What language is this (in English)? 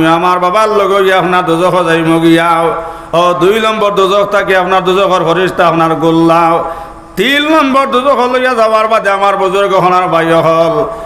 Sylheti